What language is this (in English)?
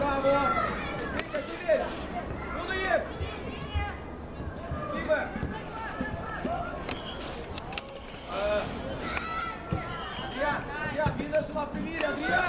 Romanian